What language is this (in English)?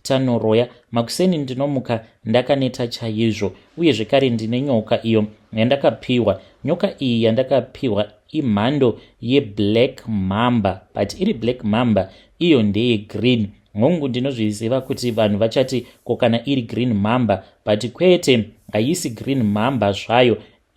Shona